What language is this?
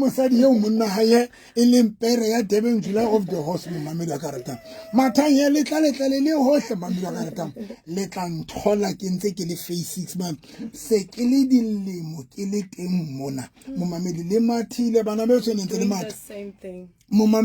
Southern Sotho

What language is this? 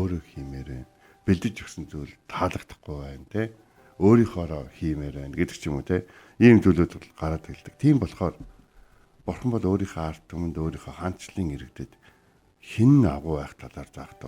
Mongolian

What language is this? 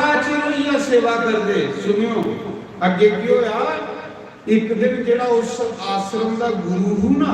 Dogri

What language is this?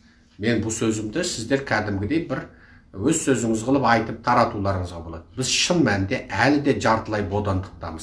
Kazakh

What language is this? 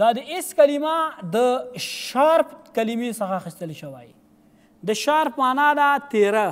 Pashto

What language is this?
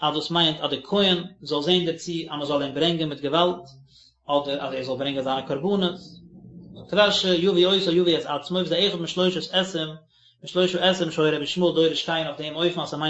Yiddish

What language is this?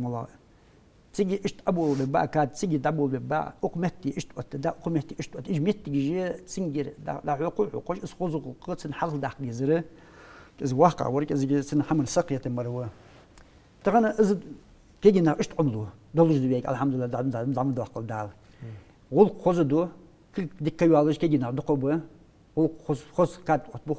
Ingush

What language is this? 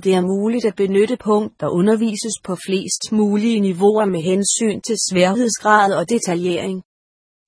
Danish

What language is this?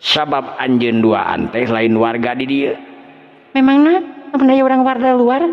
Sundanese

